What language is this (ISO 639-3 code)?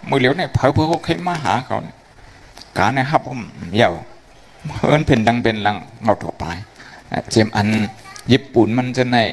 shn